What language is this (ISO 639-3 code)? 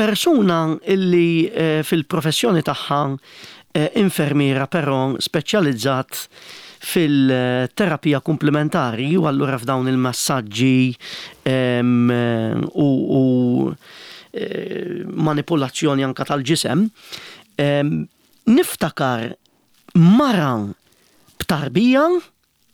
mlt